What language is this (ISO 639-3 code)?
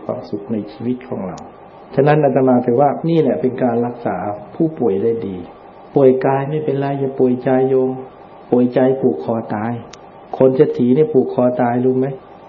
tha